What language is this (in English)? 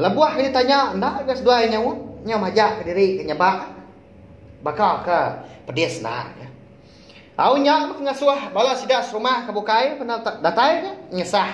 Iban